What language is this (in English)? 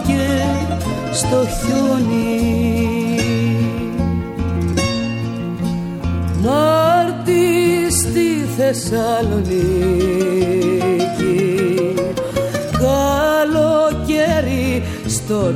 Greek